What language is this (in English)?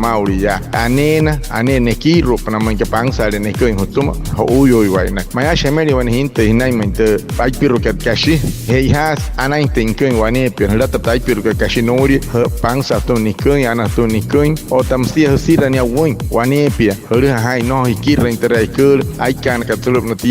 Wayuu